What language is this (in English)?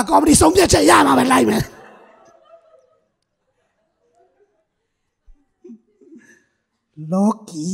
Burmese